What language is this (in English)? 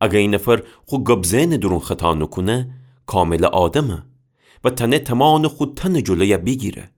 Gilaki